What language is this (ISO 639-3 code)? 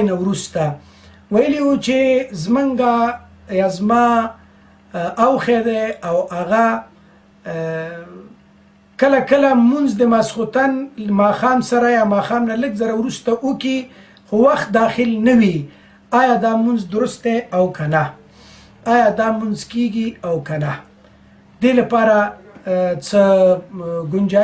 pus